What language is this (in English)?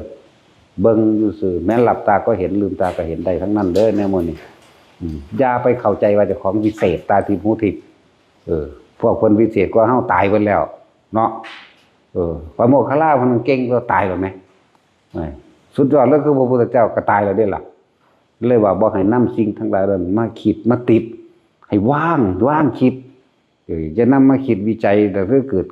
Northeastern Thai